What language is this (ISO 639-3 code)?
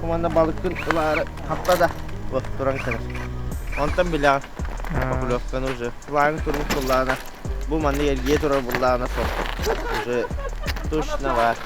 sah